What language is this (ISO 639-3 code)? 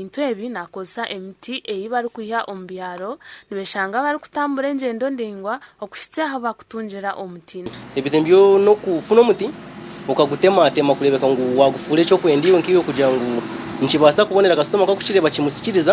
nyn